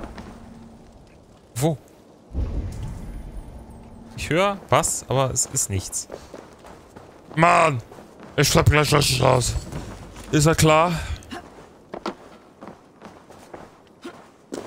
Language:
German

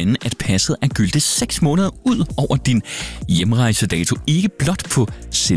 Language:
Danish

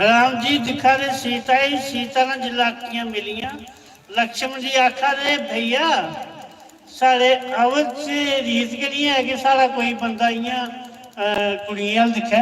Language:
Dogri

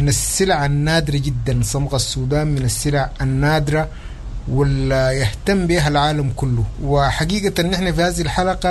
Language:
Sudanese Arabic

